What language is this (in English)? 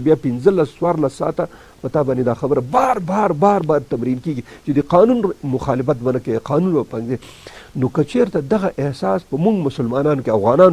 Pashto